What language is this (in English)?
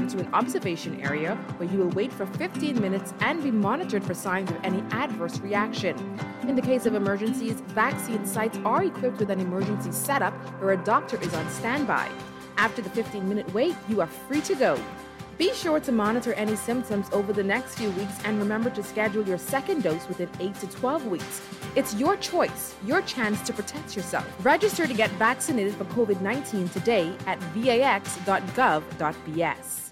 English